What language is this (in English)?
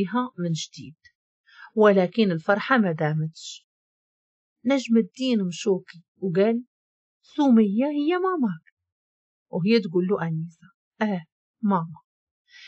Moroccan Arabic